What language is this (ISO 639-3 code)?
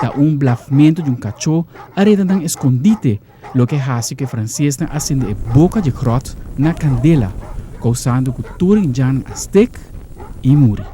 pap